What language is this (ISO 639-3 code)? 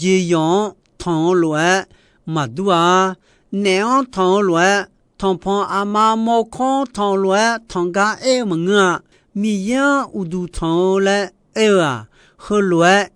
ahk